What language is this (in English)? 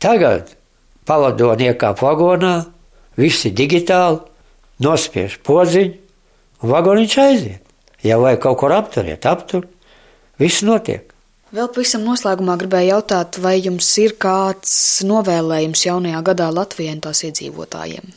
Latvian